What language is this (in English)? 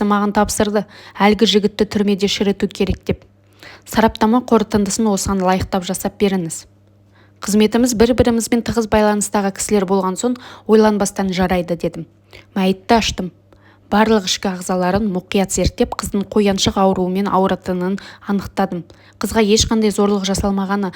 Kazakh